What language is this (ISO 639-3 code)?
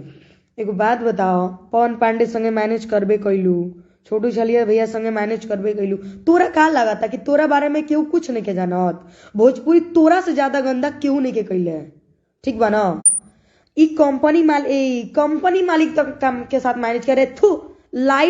bho